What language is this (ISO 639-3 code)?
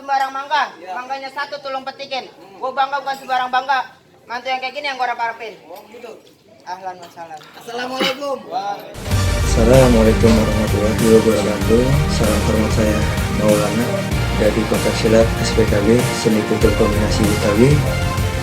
bew